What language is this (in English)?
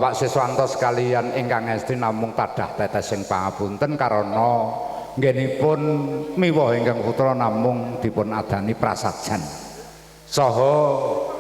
Javanese